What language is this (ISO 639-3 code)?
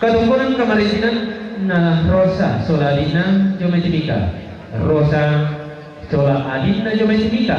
sda